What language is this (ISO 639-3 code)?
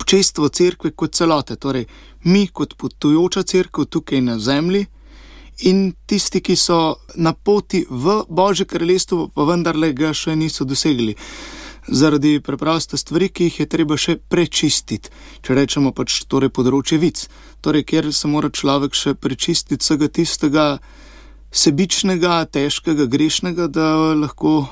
slv